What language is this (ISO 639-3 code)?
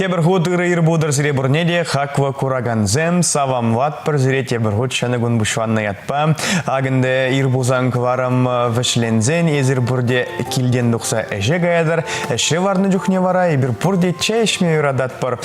chv